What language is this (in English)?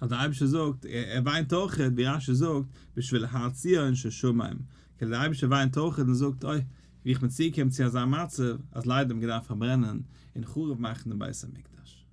Yiddish